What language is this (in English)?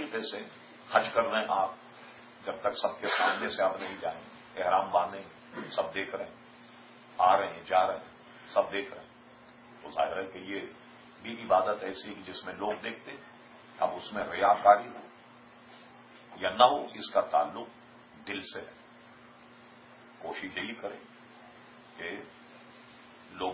Urdu